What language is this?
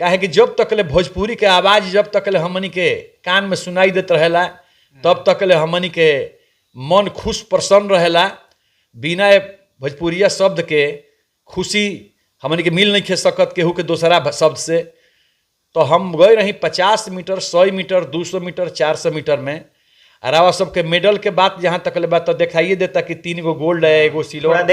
Bhojpuri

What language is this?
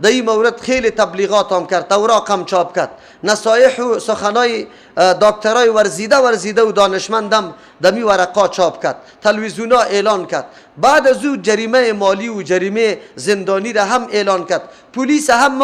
Persian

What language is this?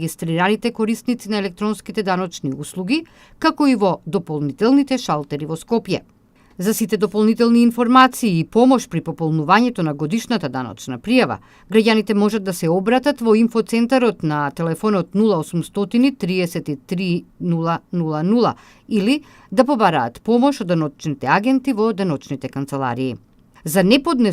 Macedonian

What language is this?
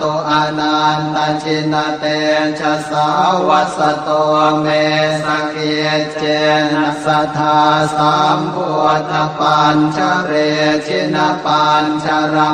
Pali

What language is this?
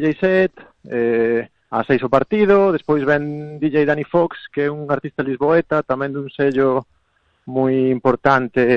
Galician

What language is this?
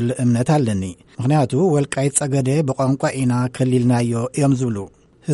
Tigrinya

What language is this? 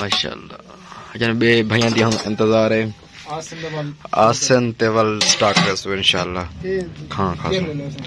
Saraiki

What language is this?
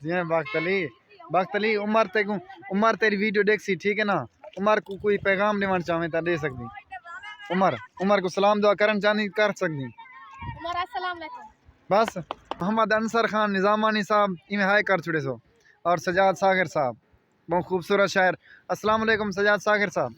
Saraiki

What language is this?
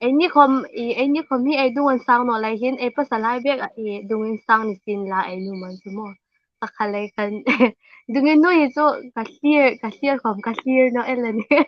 Hmar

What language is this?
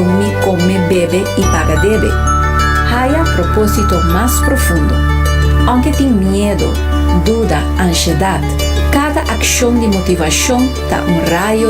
Papiamento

